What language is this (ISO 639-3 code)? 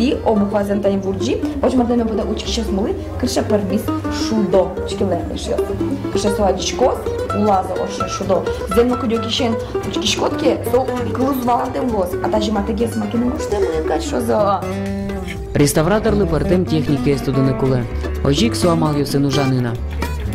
udm